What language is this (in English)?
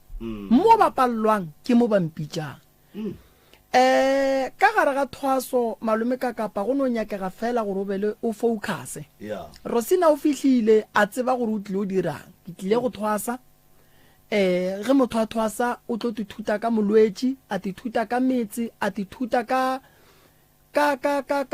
Northern Sotho